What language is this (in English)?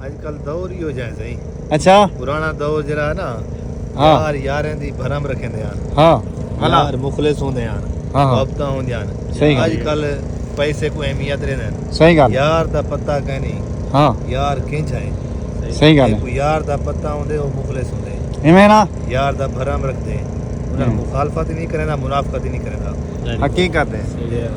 Saraiki